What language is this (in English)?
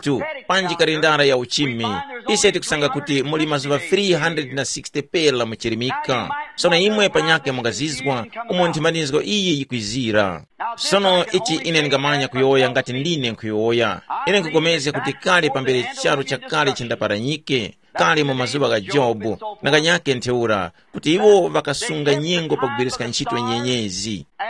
Tumbuka